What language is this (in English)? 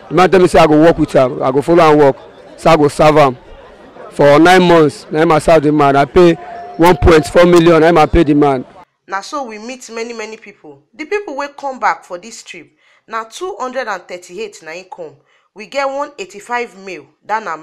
Nigerian Pidgin